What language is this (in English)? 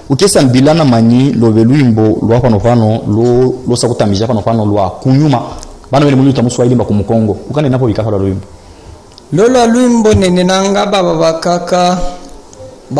Luba-Katanga